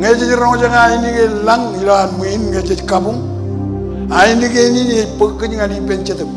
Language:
Marshallese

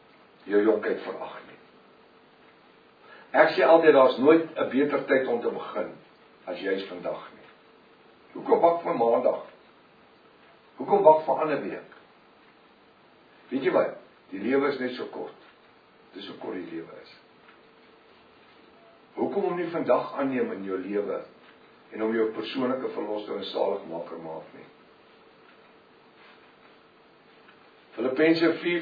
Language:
Afrikaans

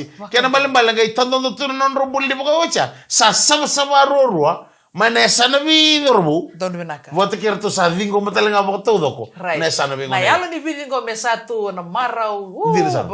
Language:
Fijian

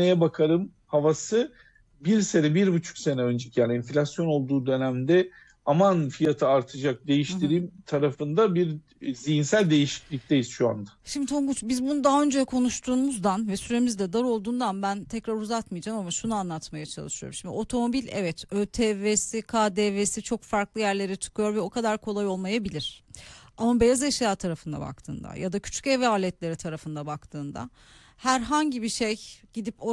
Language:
Turkish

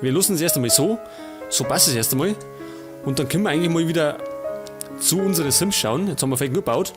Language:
Bavarian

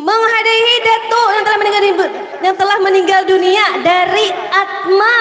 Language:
Banjar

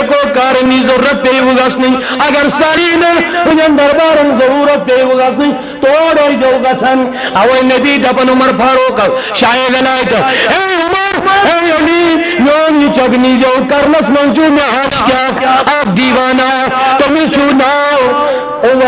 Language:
Kashmiri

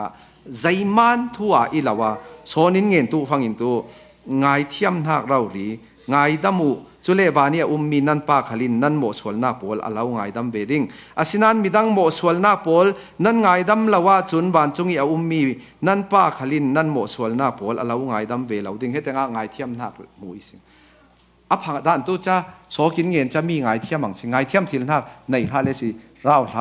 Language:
Falam Chin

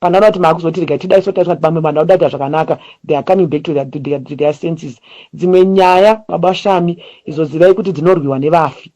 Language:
Shona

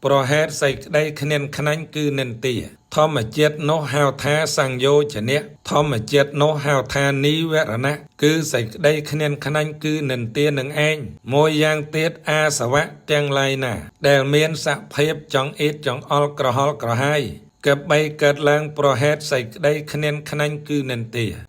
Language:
Khmer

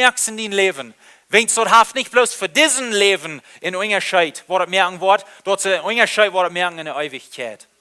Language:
Plautdietsch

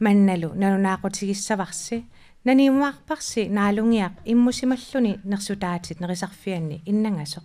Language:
Kalaallisut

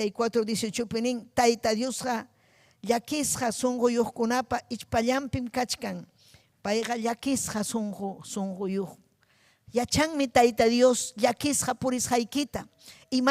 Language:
Ayacucho Quechua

